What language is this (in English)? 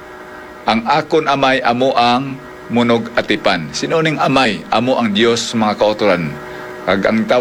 Hiligaynon